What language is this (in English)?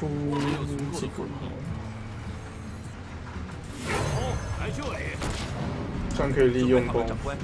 Chinese